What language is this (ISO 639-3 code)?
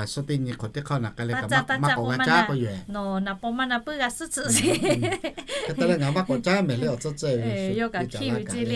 lhu